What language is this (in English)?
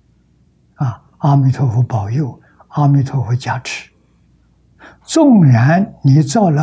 Chinese